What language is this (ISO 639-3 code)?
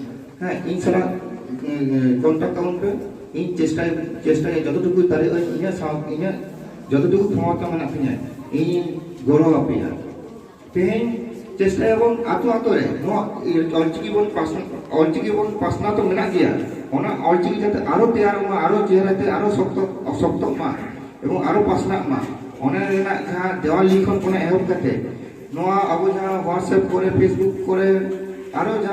sat